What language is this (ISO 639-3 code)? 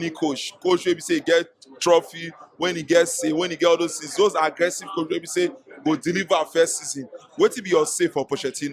pcm